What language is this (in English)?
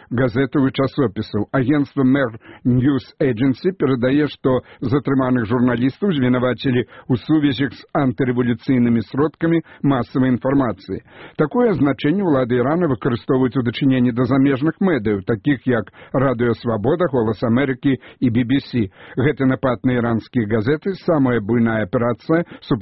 Belarusian